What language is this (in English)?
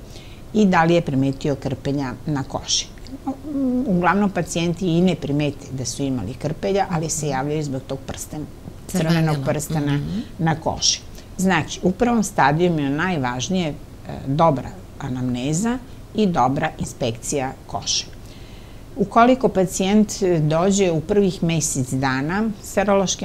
Serbian